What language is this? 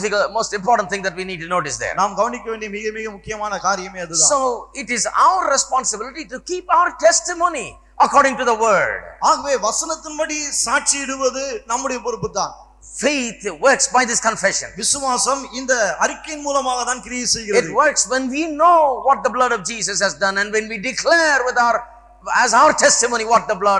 Tamil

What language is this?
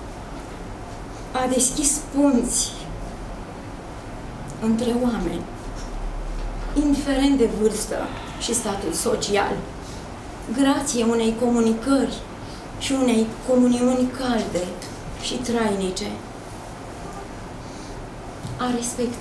Romanian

